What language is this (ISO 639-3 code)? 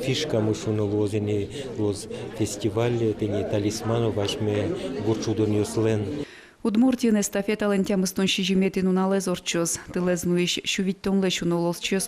udm